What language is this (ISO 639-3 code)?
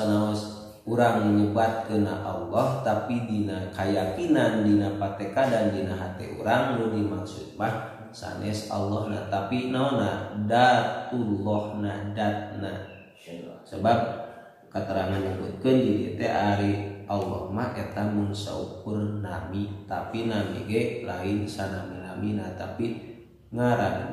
sun